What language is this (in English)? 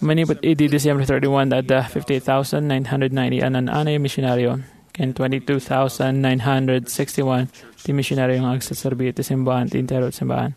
Iloko